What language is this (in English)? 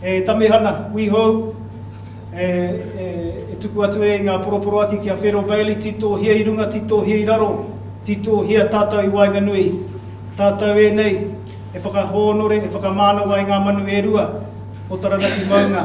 Māori